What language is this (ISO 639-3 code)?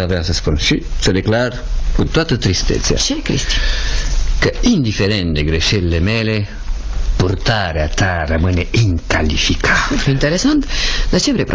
ron